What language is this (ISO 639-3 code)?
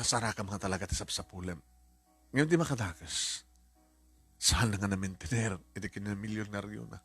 ilo